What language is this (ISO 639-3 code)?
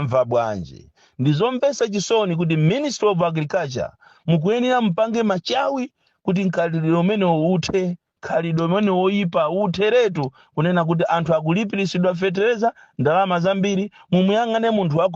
nya